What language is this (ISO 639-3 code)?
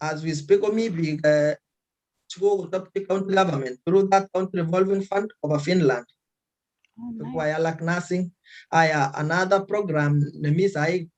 kln